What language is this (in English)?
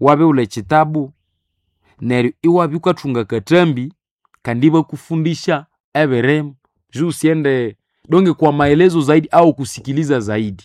Nande